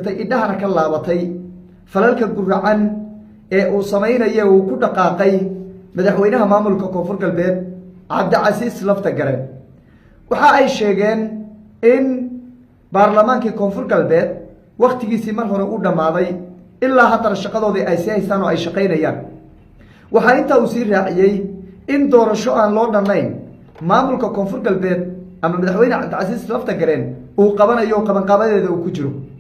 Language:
Somali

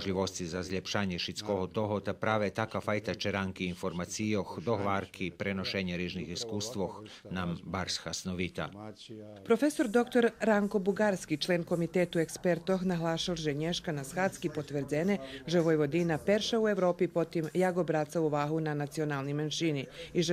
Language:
Rusyn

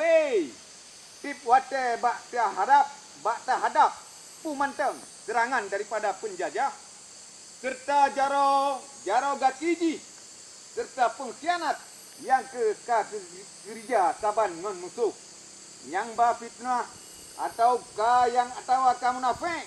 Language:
Achinese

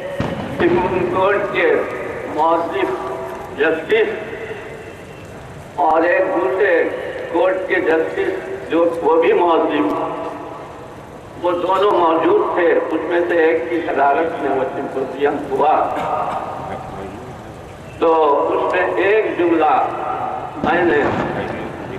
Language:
Urdu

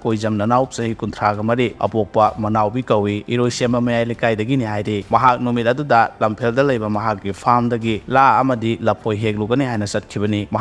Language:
Manipuri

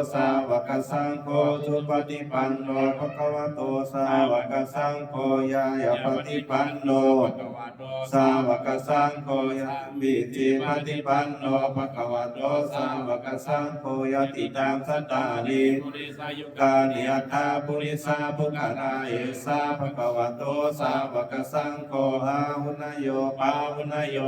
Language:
Pali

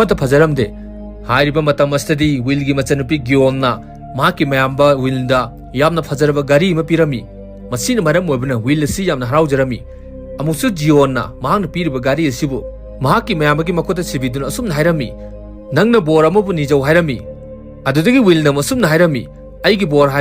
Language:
Manipuri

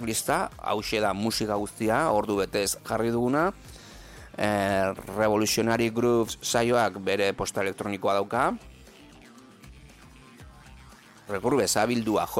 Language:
Basque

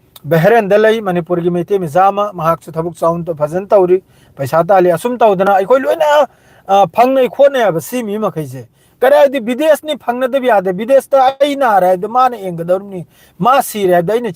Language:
Manipuri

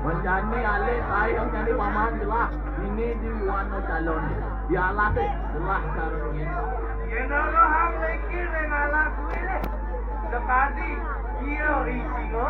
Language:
Balinese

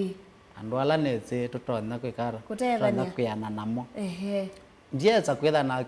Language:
Kamba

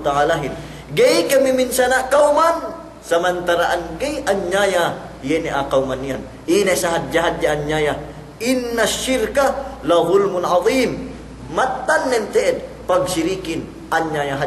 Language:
Yakan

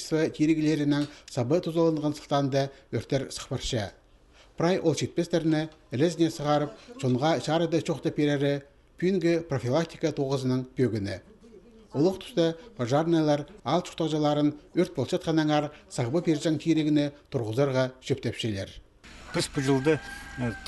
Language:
Khakas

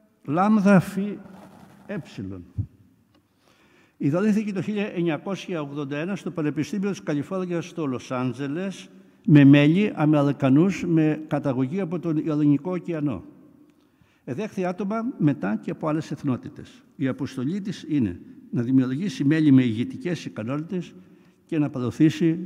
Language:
Greek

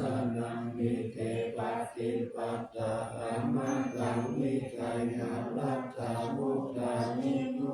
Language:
Pali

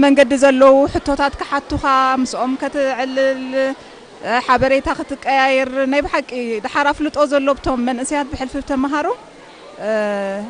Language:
Tigrinya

